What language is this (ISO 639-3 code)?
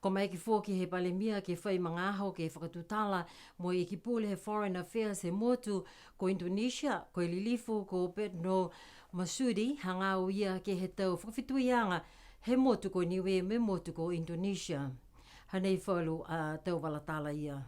niu